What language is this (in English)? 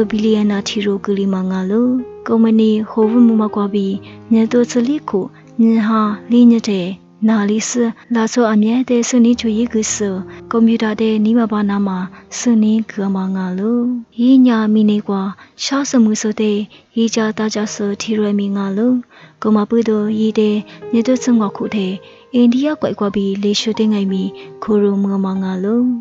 Lisu